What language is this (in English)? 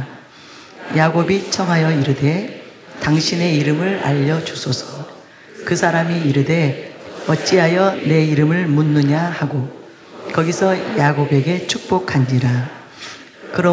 Korean